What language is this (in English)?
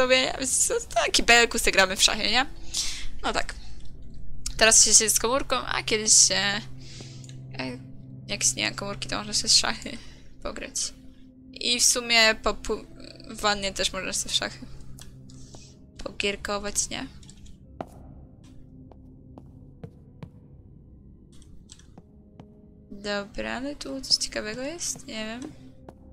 Polish